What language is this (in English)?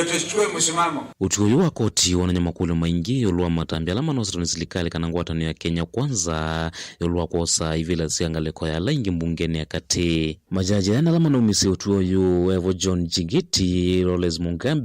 Kamba